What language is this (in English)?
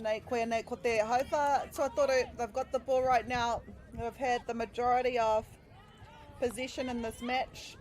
Māori